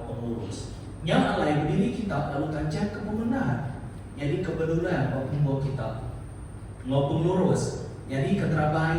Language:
Iban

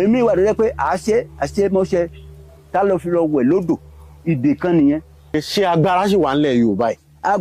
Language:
Yoruba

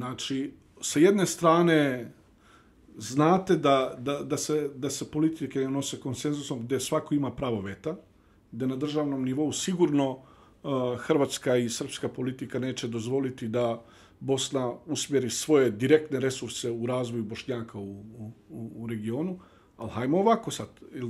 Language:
Bosnian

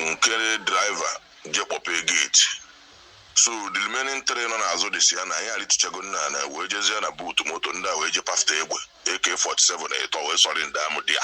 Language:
Igbo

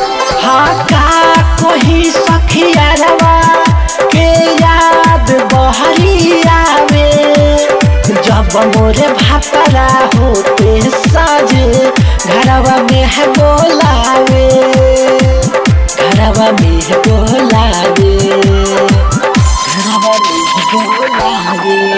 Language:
Bhojpuri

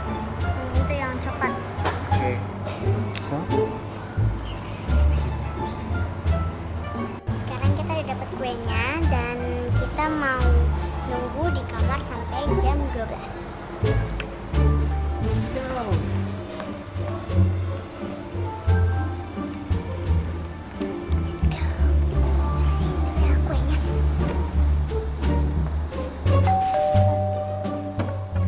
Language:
Indonesian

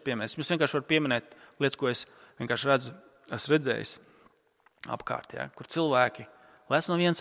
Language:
Latvian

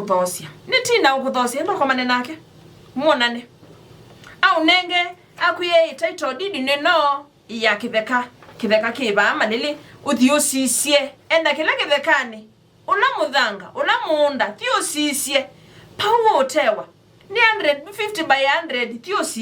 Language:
Kamba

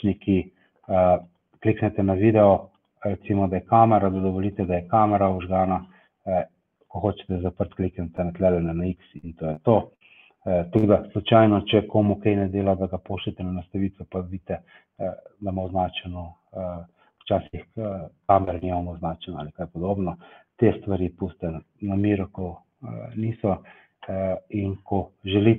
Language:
Slovenian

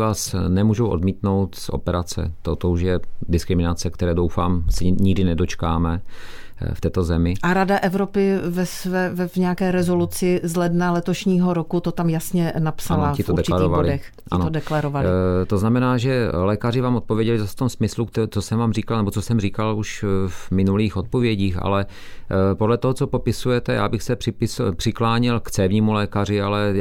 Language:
Czech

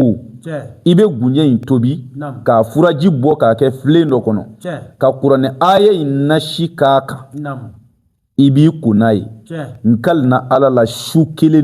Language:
Bambara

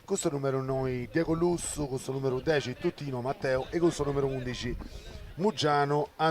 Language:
Sardinian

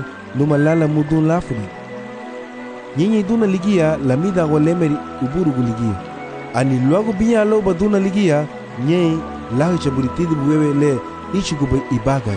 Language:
Garifuna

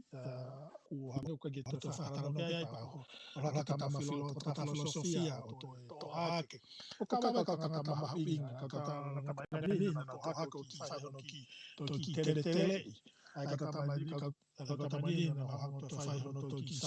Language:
Tongan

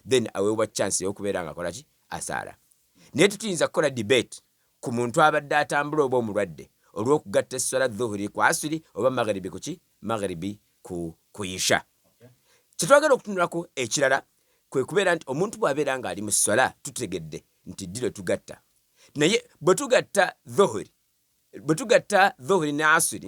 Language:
Ganda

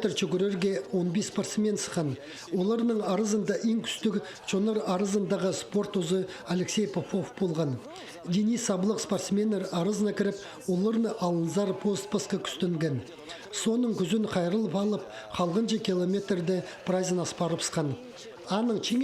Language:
Khakas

